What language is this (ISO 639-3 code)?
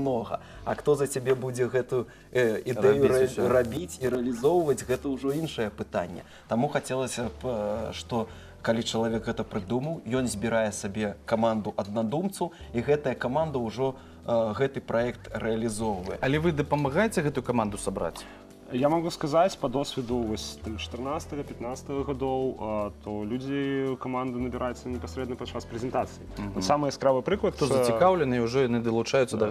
bel